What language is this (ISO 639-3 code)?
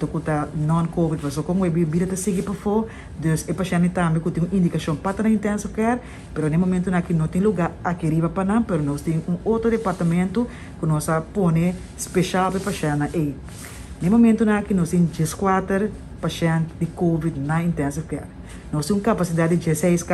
pap